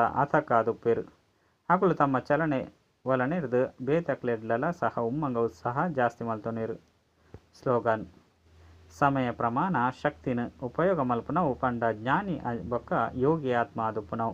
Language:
Tulu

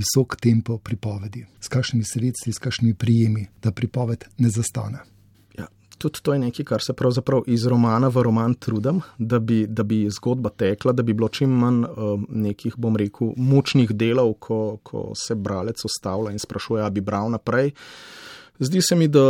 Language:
Slovenian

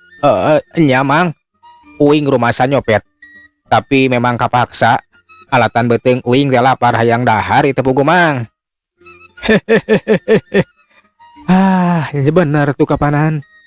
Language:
Sundanese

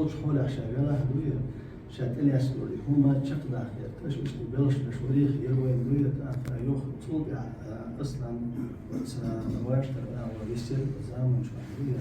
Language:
Chechen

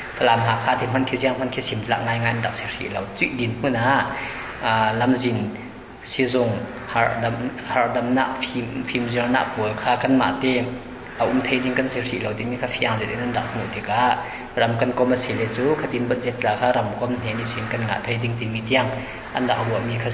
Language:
Falam Chin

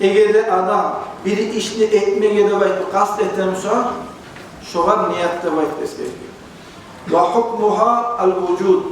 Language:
Kumyk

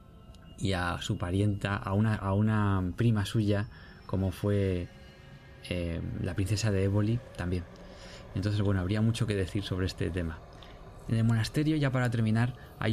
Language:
Spanish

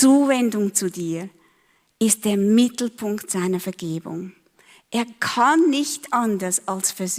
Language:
Swiss German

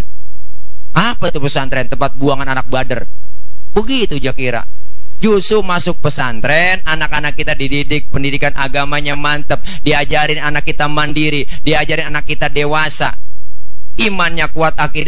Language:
Betawi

